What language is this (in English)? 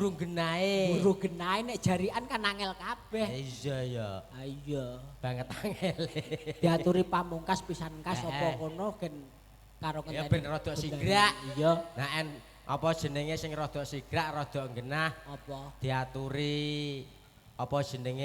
Javanese